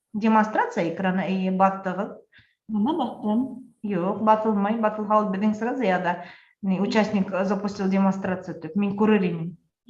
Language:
Bashkir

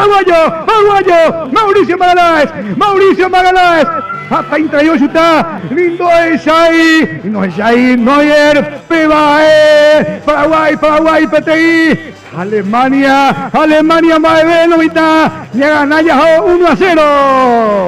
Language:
Guarani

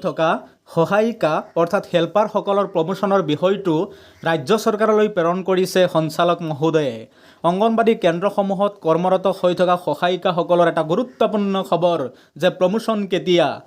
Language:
Assamese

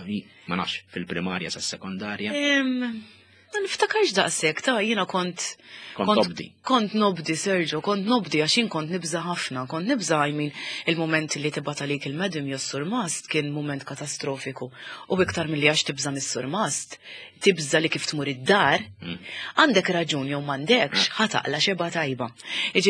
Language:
Maltese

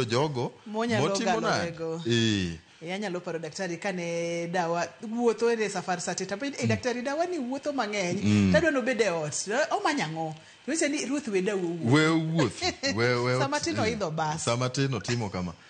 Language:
Luo (Kenya and Tanzania)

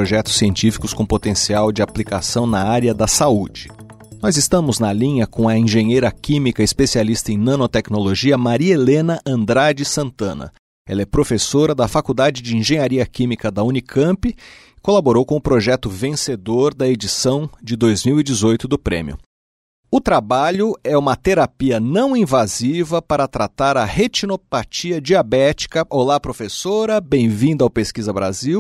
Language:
Portuguese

